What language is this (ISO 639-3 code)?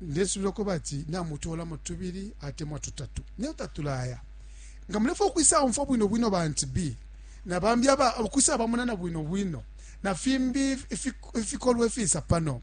bem